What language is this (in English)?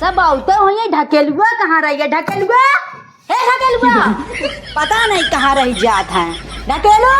Awadhi